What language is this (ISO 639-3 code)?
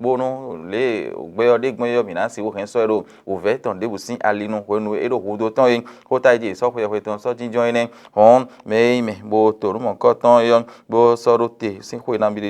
fon